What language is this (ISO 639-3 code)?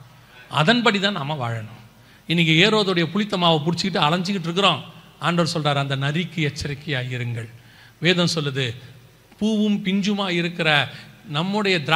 tam